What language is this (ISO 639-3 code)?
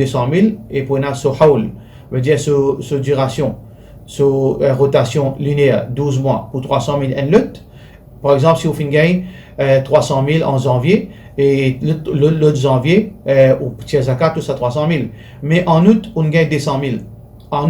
mfe